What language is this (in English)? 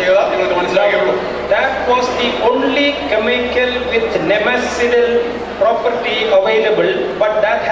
Malayalam